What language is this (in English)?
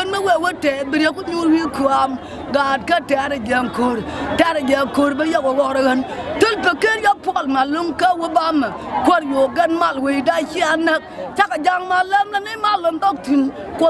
Nuer